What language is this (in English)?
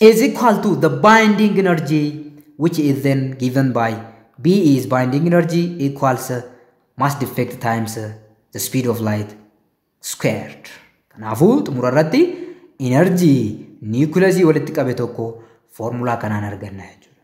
Oromo